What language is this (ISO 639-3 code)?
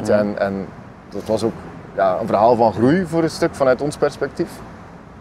nld